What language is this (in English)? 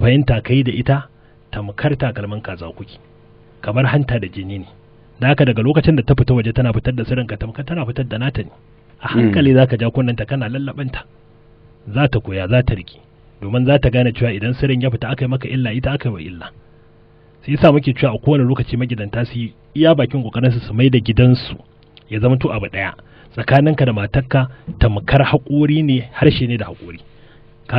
Hausa